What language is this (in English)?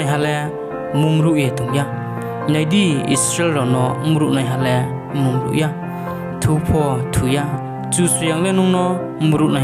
Riang (India)